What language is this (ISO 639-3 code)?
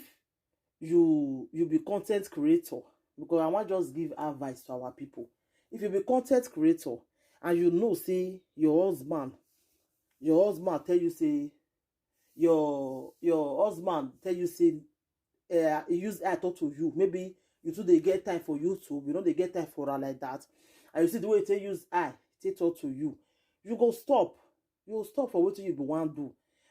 pcm